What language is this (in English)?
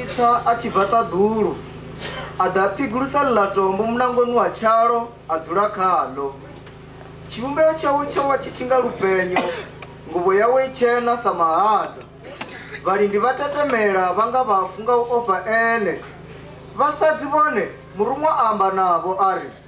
Venda